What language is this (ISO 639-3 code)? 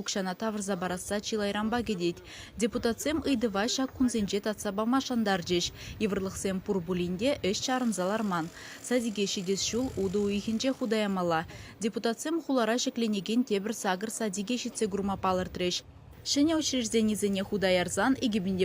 chv